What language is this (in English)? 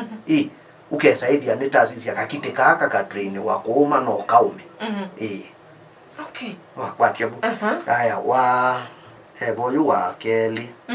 Kamba